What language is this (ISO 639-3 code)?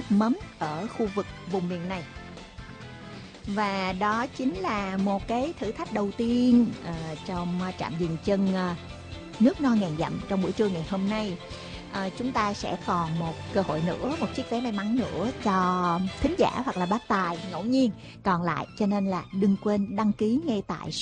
vie